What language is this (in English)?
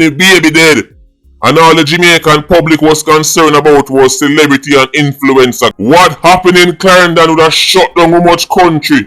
Jamaican Creole English